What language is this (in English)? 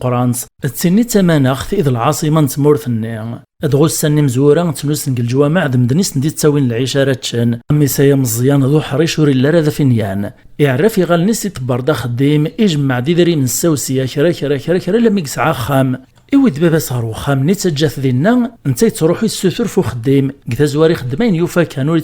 Kabyle